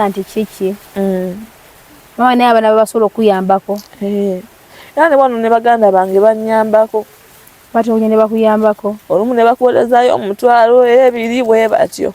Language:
Ganda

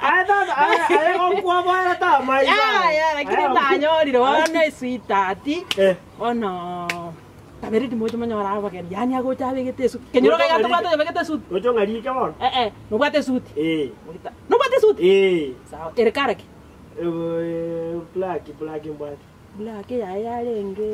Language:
Gusii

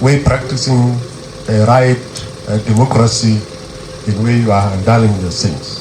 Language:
Dinka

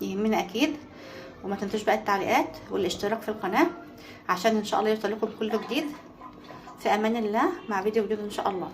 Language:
Egyptian Arabic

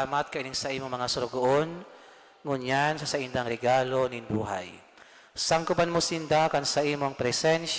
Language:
Bikol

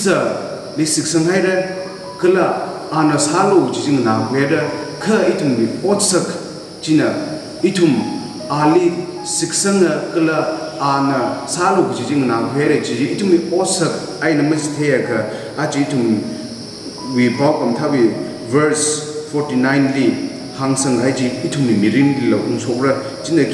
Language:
Tangkhul Naga (India)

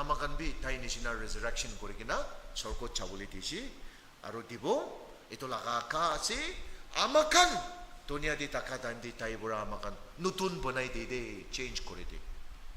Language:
Naga Pidgin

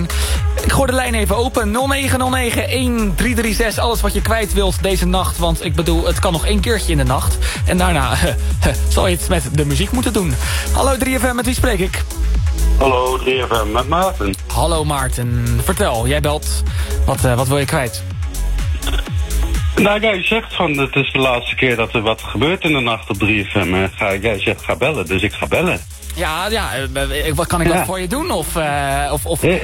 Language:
Dutch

